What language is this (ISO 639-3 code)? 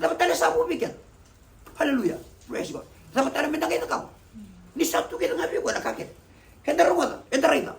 fij